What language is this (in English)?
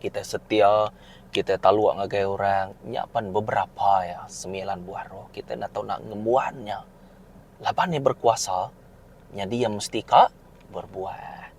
Iban